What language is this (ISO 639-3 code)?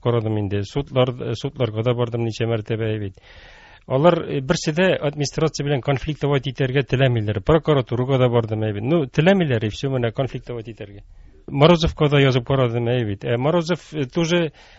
tat